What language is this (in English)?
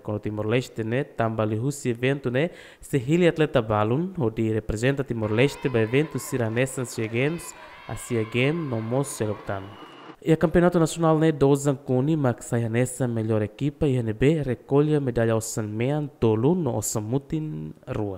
Tetum